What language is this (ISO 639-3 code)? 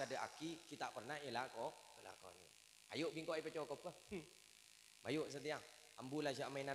mad